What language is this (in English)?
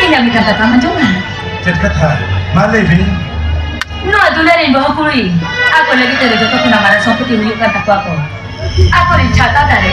Santali